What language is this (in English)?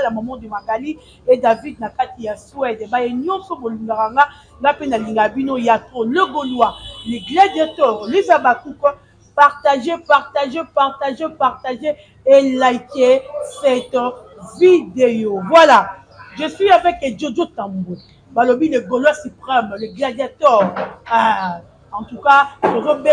Lingala